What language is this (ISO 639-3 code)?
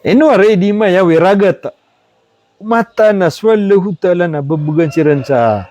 mrw